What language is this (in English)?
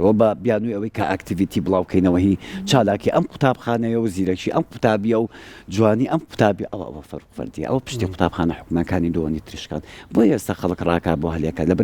Central Kurdish